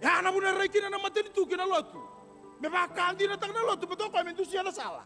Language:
Fijian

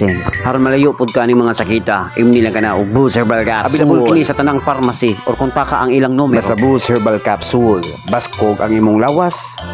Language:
Cebuano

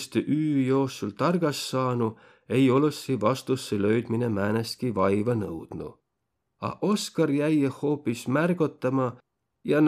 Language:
Võro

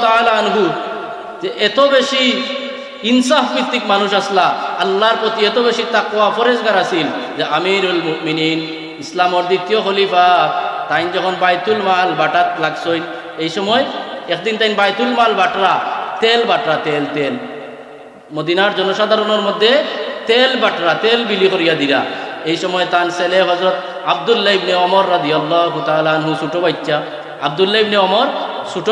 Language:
Sylheti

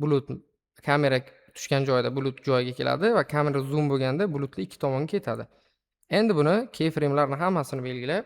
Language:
Uzbek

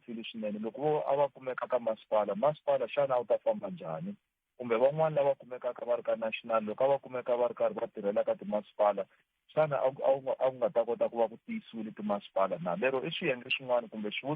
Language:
Tsonga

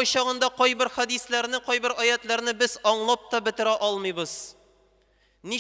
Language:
Tatar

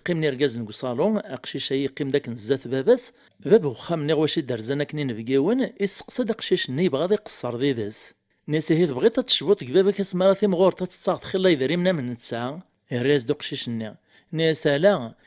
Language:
Kabyle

